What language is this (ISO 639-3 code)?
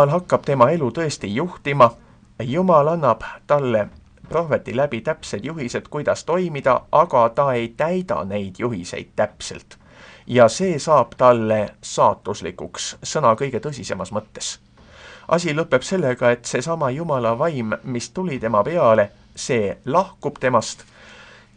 est